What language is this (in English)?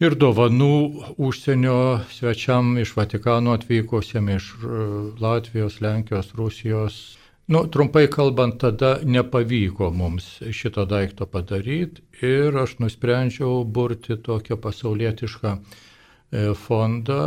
Lithuanian